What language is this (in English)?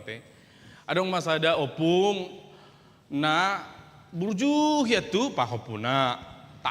Batak Toba